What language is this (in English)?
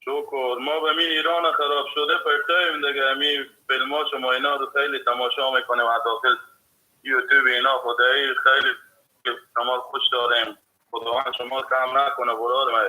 Persian